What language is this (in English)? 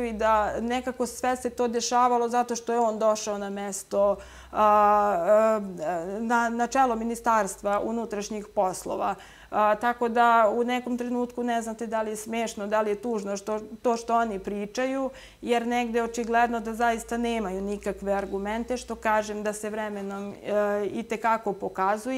Serbian